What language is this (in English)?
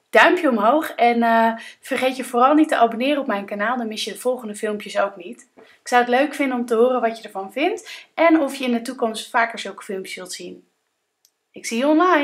Dutch